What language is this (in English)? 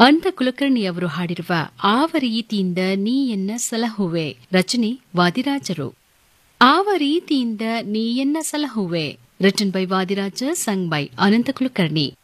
Kannada